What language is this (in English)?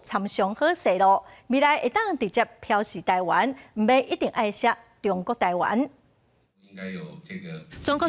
Min Nan Chinese